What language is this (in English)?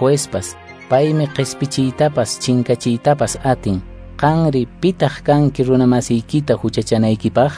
Quechua